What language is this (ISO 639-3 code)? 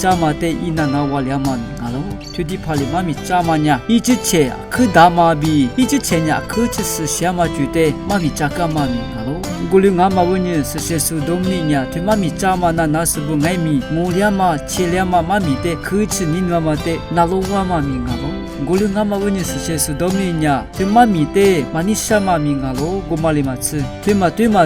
lis